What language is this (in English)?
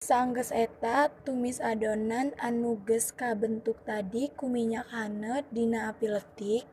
Sundanese